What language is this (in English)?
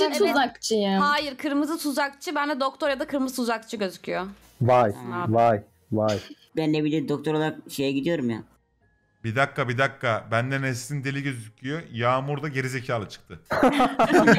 Turkish